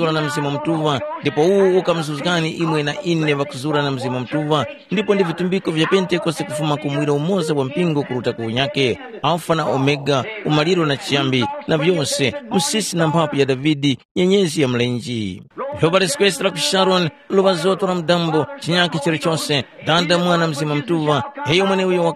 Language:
Tumbuka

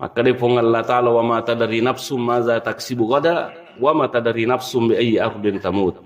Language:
Buginese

